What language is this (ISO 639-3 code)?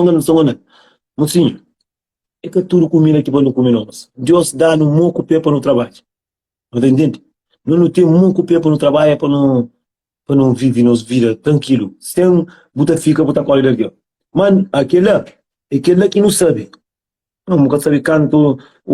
kea